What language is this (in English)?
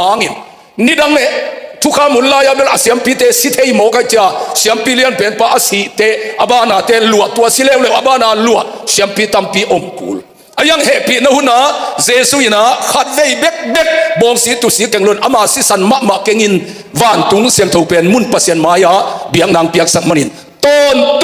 Tedim Chin